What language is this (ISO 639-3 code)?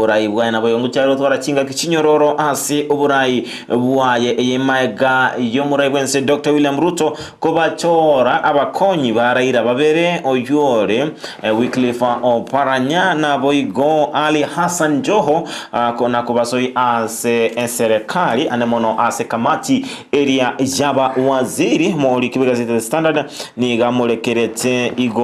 guz